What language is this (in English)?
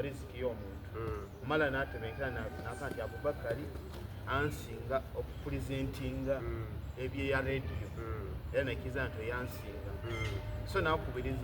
Soga